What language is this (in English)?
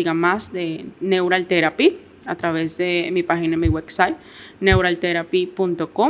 Papiamento